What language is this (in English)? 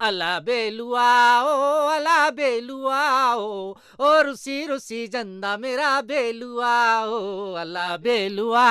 Dogri